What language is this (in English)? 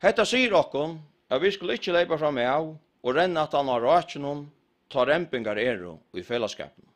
Faroese